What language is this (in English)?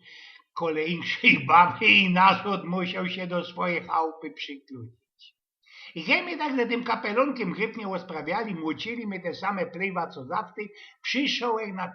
Silesian